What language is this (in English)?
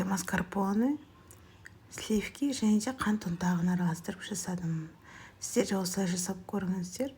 Kazakh